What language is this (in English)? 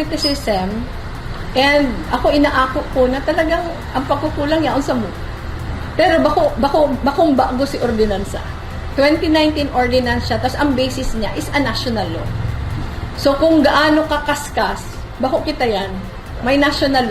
Bikol